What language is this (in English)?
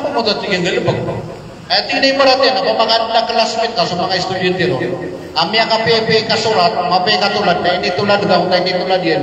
Maranao